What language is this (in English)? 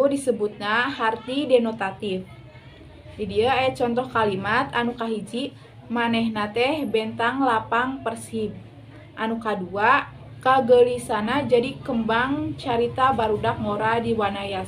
Sundanese